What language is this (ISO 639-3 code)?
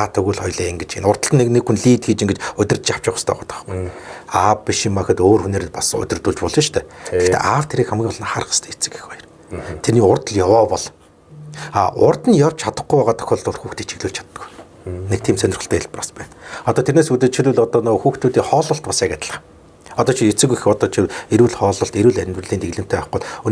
mon